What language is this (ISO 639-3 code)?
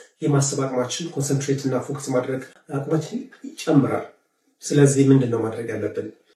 amh